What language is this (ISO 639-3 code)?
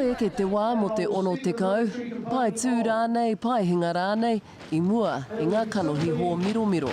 mri